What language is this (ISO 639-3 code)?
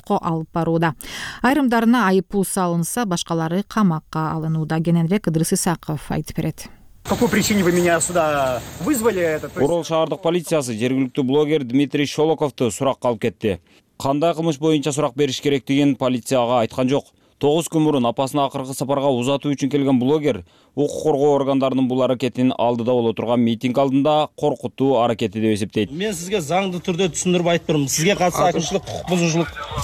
kir